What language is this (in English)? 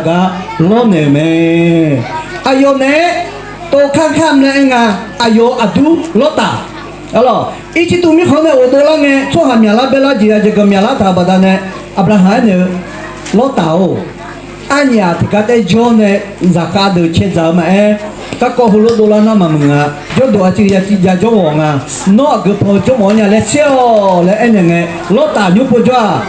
Akha